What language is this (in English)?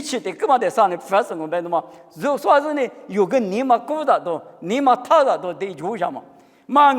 Lisu